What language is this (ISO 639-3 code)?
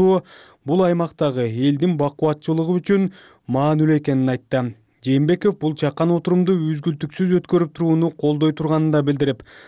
kir